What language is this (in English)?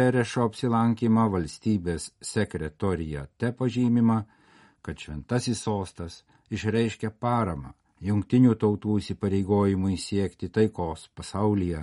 Lithuanian